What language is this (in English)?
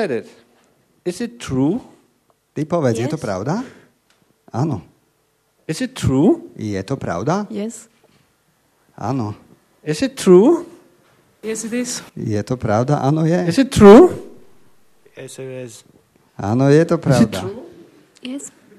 Slovak